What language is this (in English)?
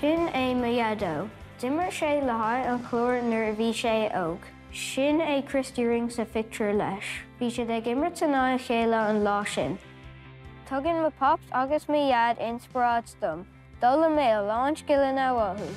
Irish